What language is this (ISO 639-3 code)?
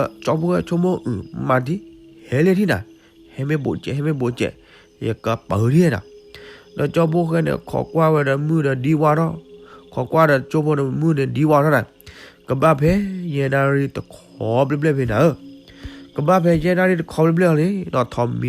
ksw